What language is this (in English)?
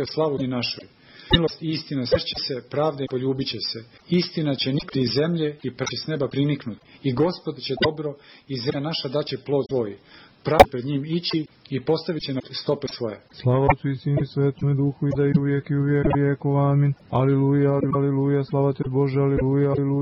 Serbian